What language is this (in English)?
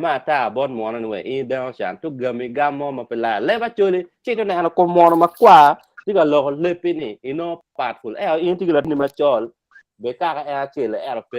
Acoli